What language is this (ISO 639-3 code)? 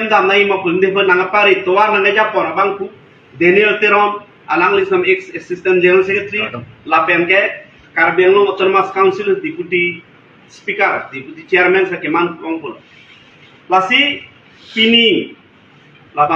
mjw